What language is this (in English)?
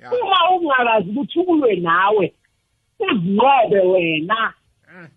South Ndebele